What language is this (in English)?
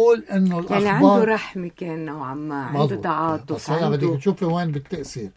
North Levantine Arabic